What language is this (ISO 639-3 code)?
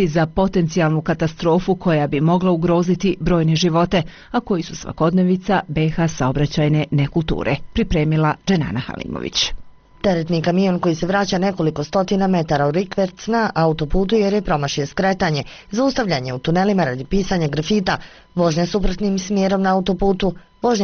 bos